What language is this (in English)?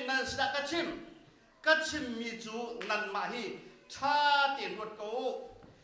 Hakha Chin